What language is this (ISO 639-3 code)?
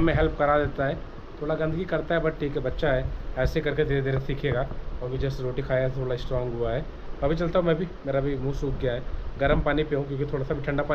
hin